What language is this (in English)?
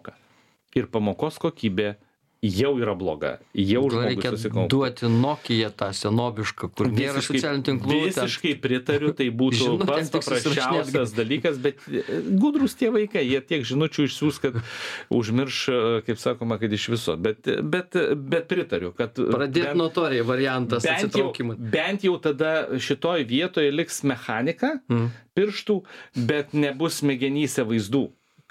Lithuanian